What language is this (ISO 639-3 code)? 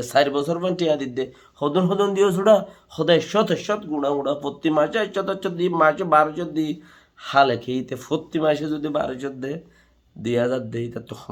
rhg